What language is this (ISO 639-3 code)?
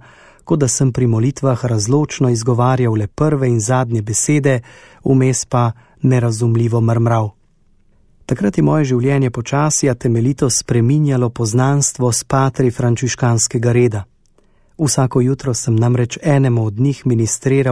slv